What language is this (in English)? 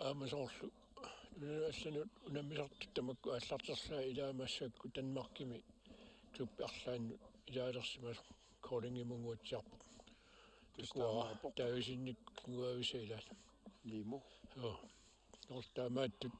Kalaallisut